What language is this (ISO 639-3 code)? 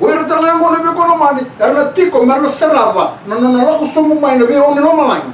fij